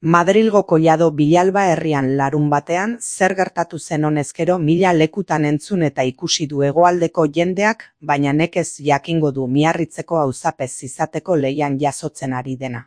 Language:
Basque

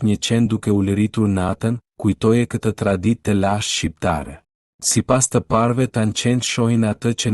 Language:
Albanian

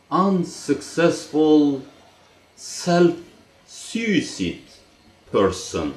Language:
English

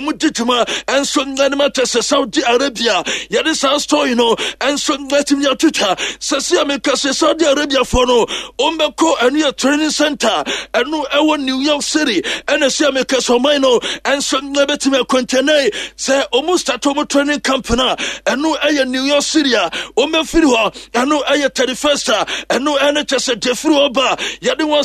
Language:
Akan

